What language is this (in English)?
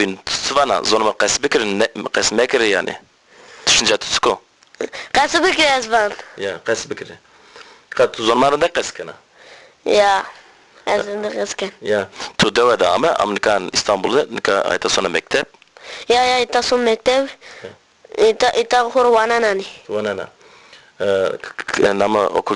Zaza